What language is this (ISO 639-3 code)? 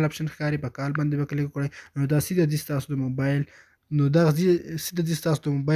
pus